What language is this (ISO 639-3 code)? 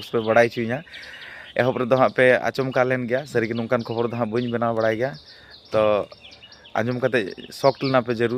sat